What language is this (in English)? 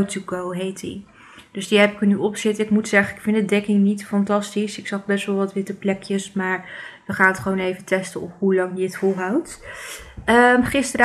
Dutch